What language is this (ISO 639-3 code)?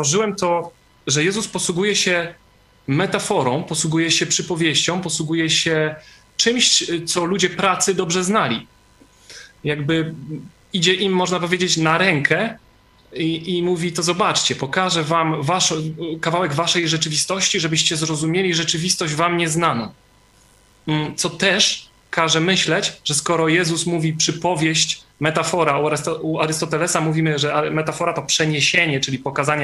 pol